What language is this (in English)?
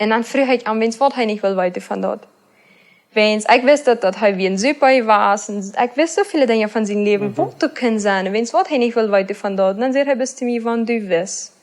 Plautdietsch